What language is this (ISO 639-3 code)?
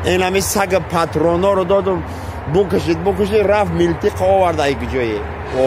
tgk